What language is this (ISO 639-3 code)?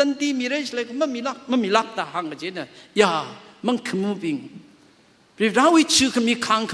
nmf